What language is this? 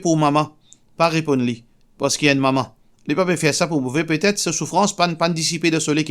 Morisyen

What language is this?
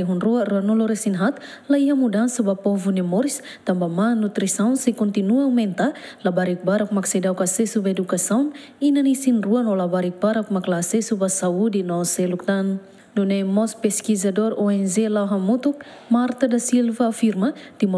Tetum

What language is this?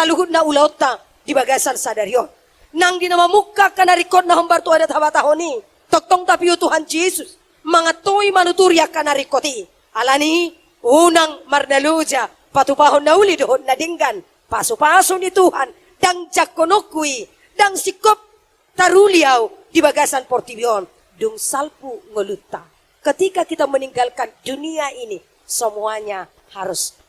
Batak Toba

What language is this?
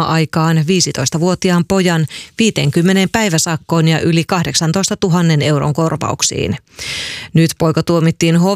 Finnish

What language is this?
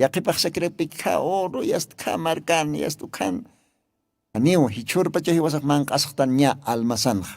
Aymara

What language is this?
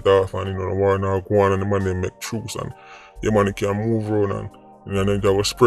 Jamaican Creole English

